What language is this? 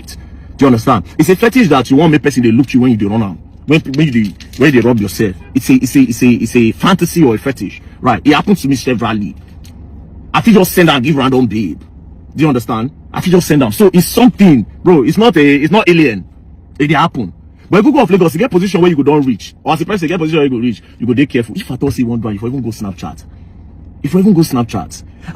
Nigerian Pidgin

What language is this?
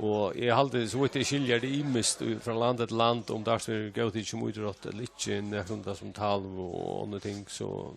Faroese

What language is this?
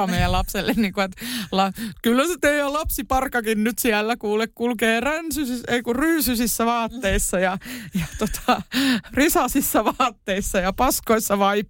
Finnish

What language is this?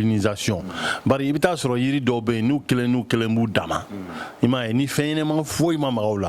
Bambara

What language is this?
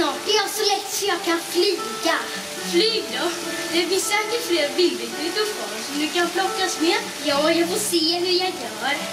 Swedish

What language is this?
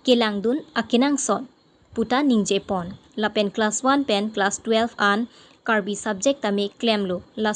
Karbi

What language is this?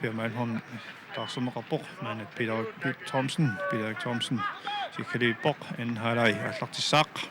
Kalaallisut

